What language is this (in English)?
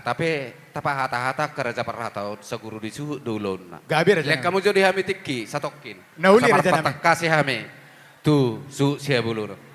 Batak Toba